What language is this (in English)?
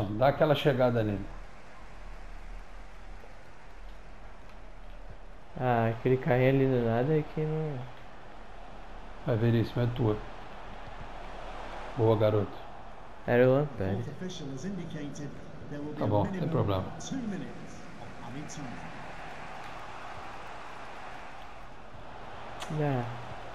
Portuguese